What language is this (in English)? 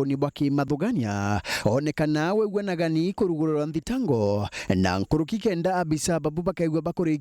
Meru